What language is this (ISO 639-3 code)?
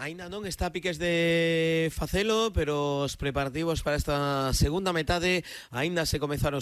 glg